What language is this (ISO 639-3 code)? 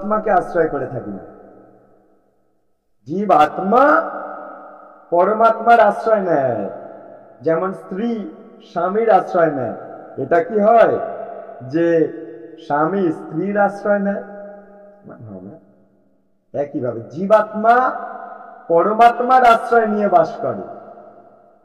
ben